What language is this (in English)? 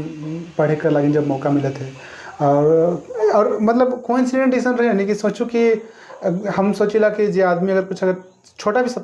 Sadri